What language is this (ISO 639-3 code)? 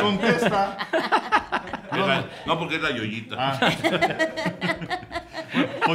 spa